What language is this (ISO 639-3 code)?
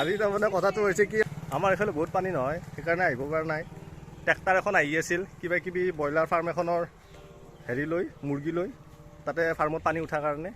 asm